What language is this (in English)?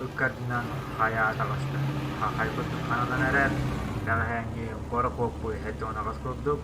Yakut